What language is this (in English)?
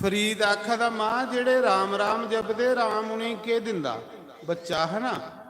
Dogri